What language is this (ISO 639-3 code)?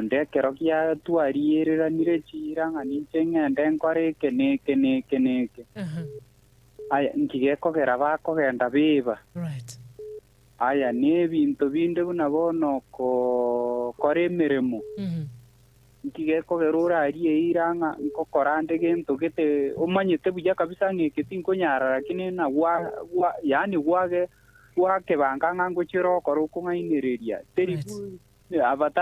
guz